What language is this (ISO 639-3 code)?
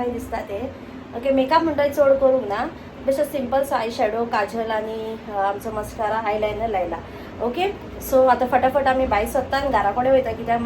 kok